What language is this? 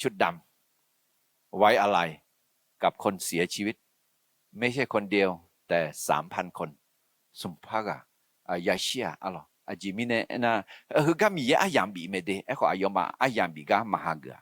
Akha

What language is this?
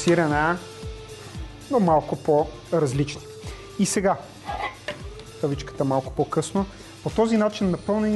Bulgarian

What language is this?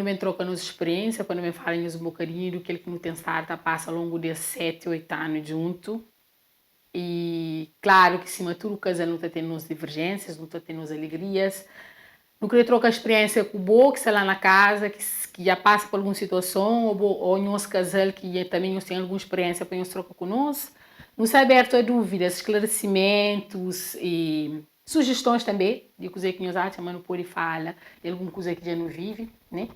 Kabuverdianu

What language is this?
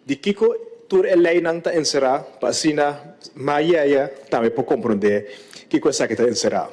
Papiamento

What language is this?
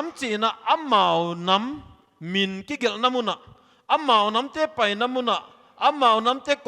Paite Chin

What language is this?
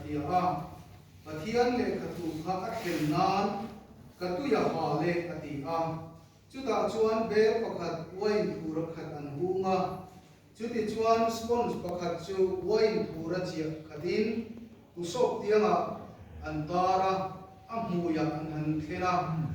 Mizo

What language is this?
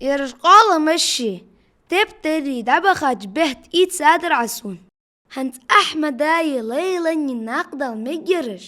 Ingush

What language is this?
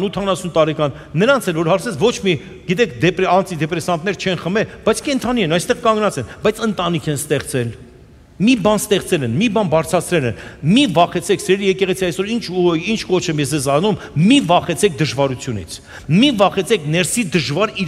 Armenian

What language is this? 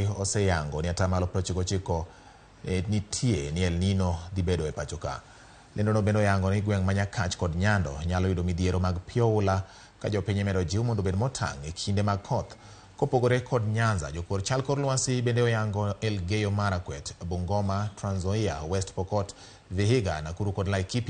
Luo (Kenya and Tanzania)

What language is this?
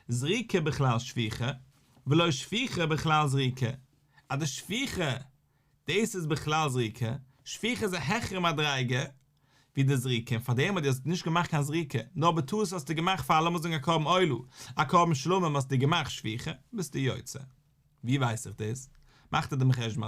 Yiddish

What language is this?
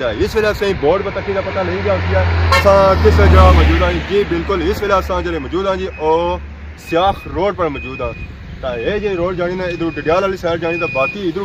Pahari-Potwari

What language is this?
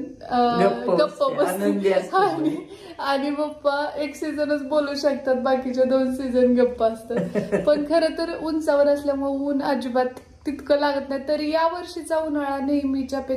Marathi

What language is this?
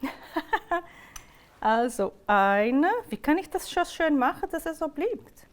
Swiss German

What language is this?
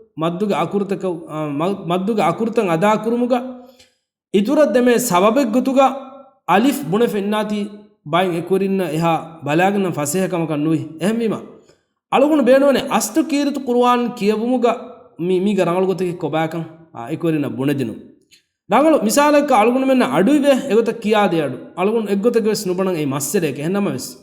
Divehi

